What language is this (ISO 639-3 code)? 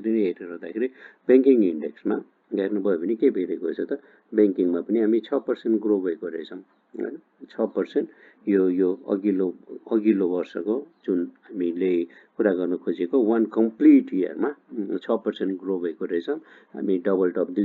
nep